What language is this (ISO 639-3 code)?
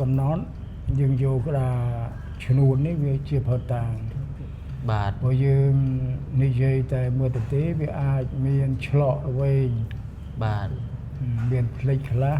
khm